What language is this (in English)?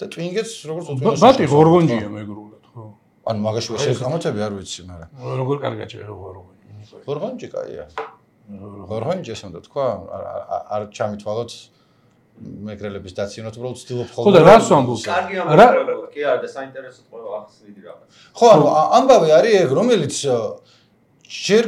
Georgian